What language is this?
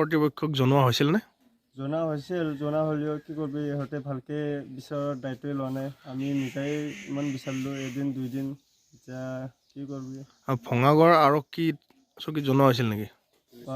Assamese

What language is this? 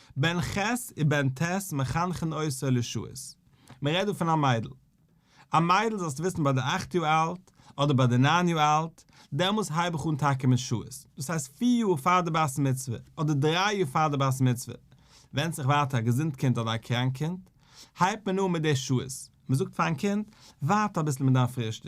Yiddish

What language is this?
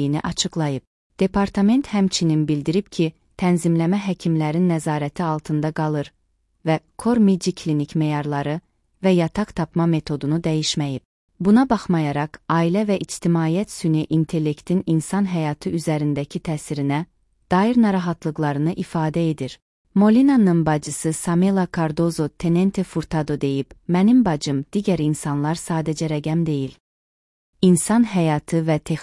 Azerbaijani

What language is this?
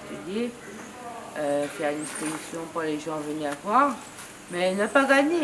Réunion Creole French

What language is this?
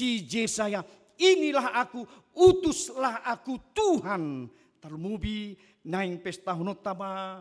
Batak Toba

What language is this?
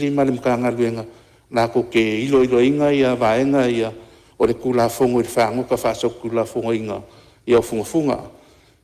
Samoan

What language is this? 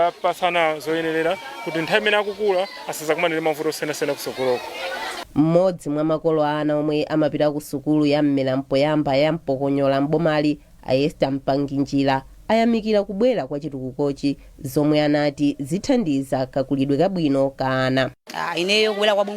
Nyanja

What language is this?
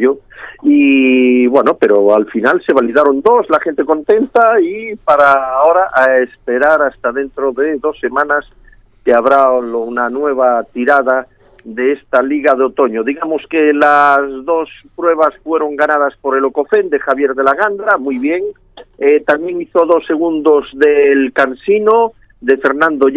Spanish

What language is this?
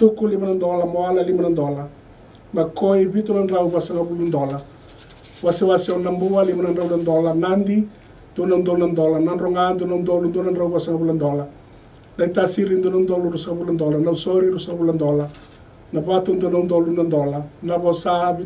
Fijian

